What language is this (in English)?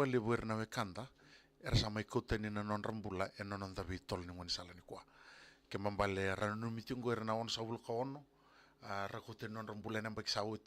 Fijian